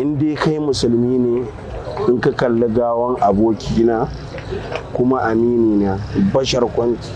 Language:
Hausa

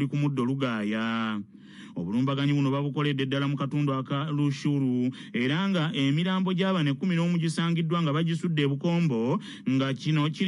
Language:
Ganda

